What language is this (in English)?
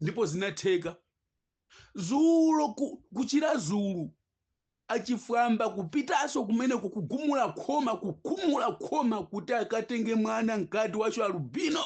Nyanja